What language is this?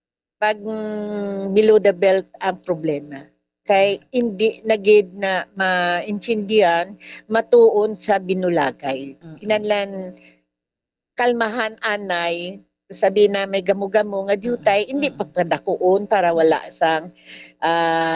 Hiligaynon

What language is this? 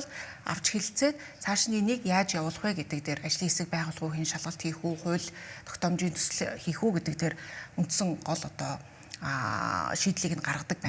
Mongolian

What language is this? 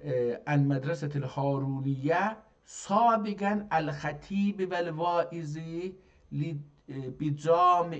South Azerbaijani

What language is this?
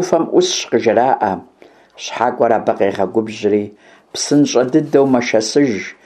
Kabardian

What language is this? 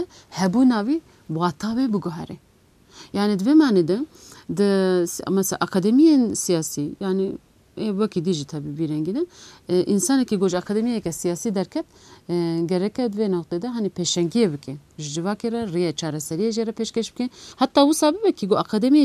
Kurdish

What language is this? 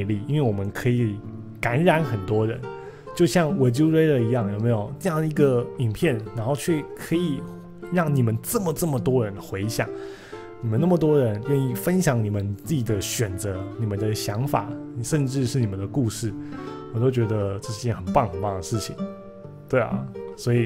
Chinese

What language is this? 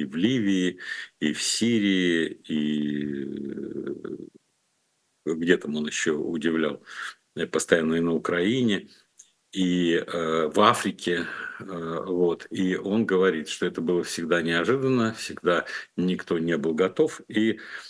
Russian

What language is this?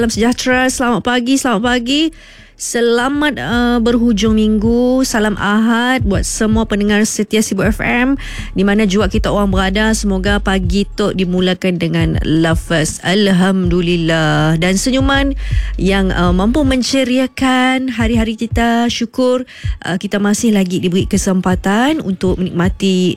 Malay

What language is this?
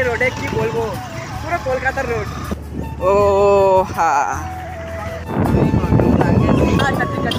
Bangla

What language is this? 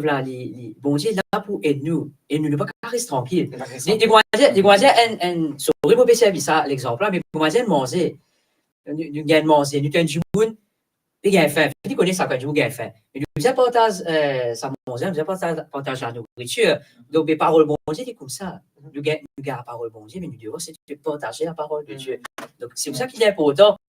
Morisyen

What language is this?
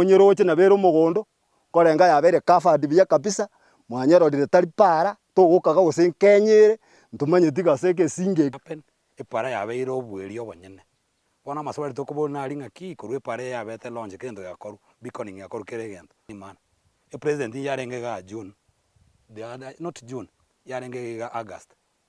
Gusii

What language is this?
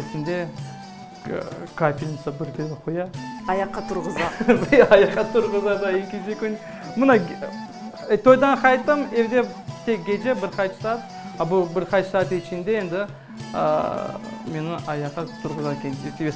Crimean Tatar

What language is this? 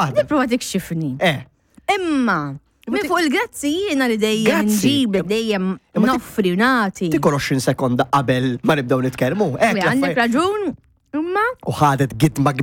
Maltese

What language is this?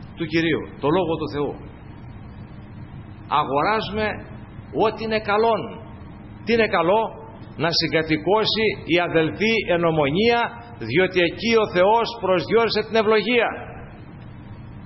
Greek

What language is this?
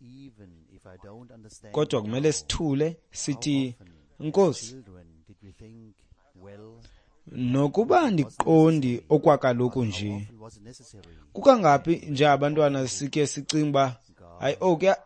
Xhosa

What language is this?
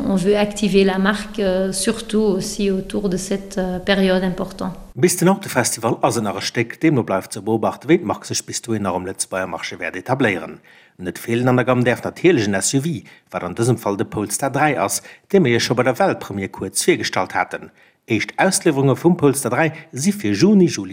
Luxembourgish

